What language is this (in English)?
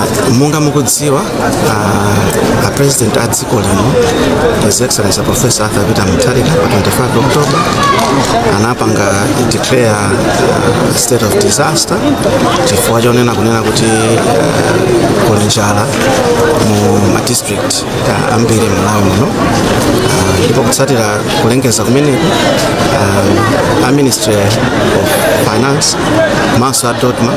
Nyanja